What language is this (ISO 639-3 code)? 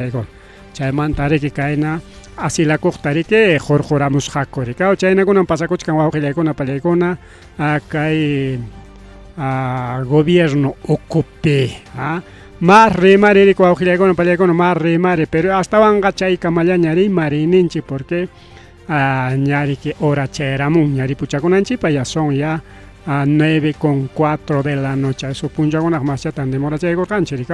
quy